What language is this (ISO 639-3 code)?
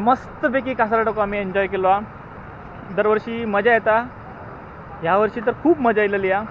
kok